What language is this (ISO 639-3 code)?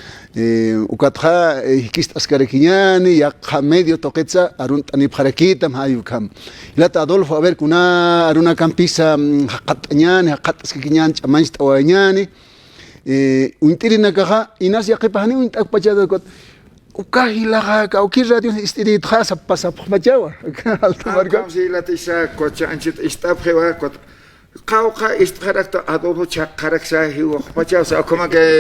aym